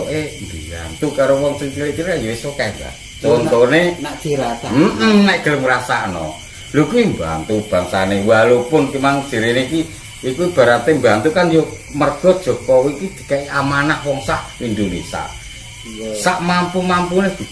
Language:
Javanese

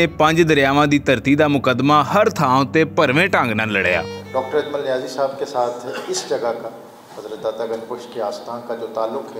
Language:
Western Panjabi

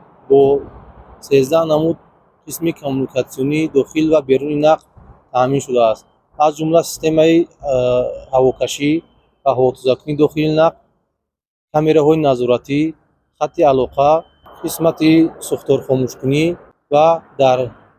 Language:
Tajik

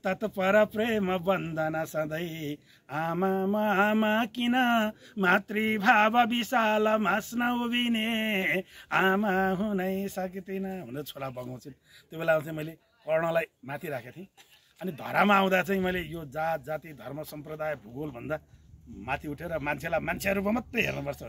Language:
Nepali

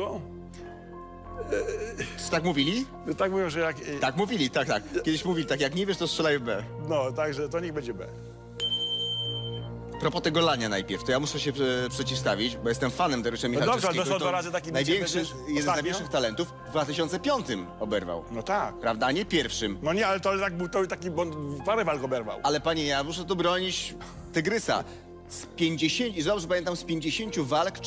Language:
Polish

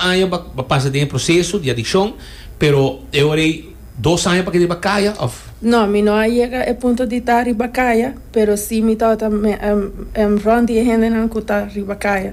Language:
Papiamento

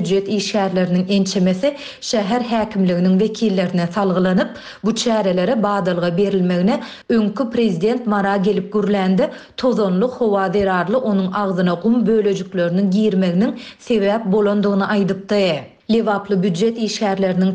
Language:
Turkmen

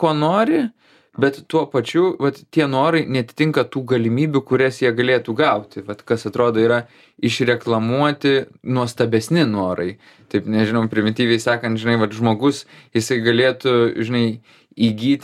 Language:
Lithuanian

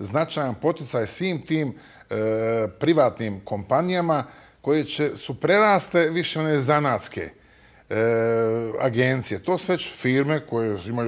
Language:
Bosnian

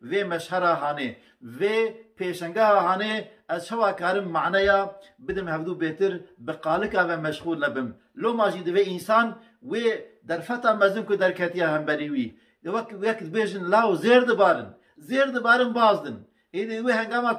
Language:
Kurdish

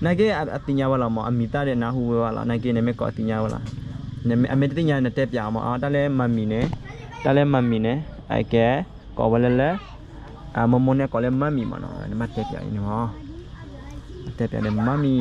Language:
S'gaw Karen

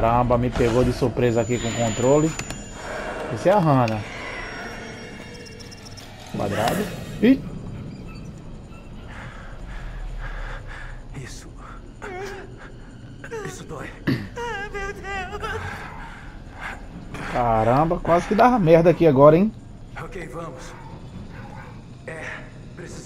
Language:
Portuguese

